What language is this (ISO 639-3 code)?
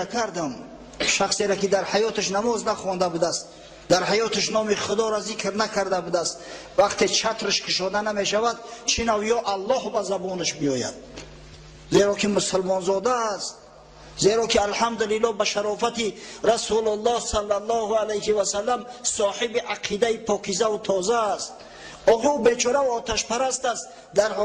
tgk